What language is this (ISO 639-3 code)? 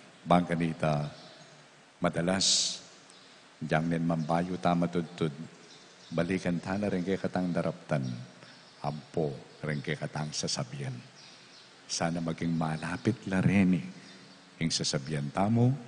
pam